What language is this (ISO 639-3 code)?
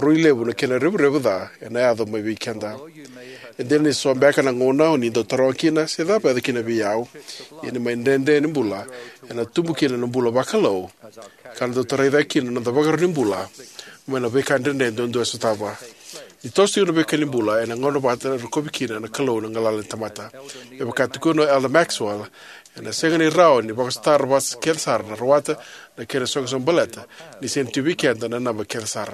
fij